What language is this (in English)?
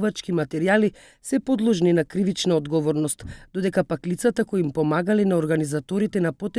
Macedonian